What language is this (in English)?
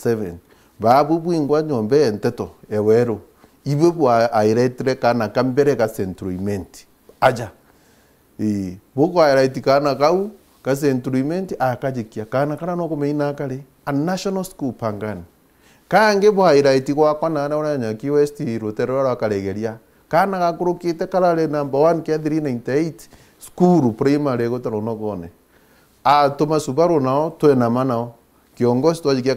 Meru